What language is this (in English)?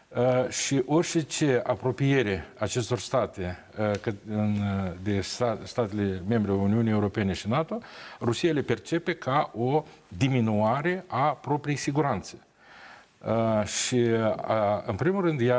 Romanian